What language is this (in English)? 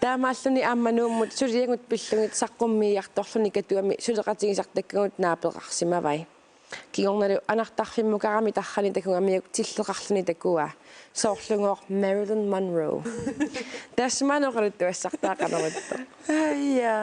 Kalaallisut